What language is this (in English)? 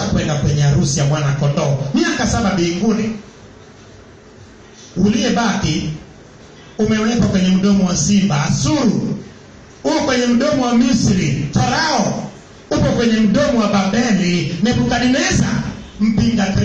Swahili